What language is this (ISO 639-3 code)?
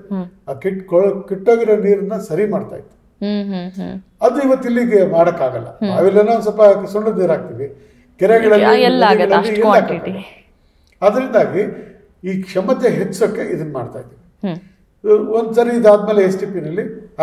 kan